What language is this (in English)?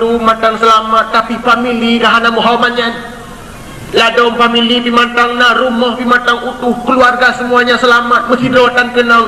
Achinese